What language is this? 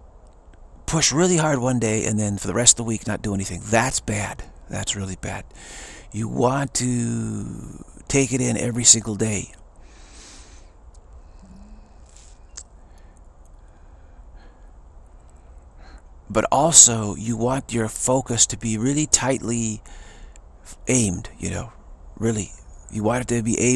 English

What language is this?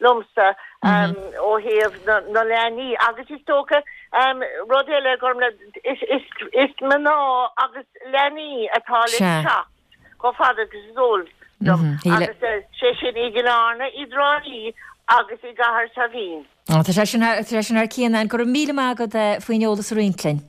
Irish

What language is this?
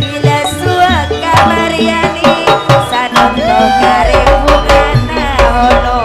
Madurese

